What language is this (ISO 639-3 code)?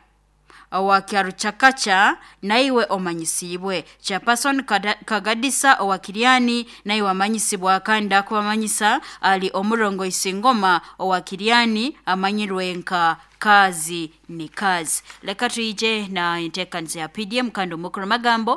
nyo